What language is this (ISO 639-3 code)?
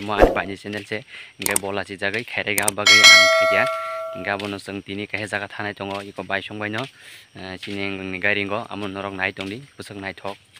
trp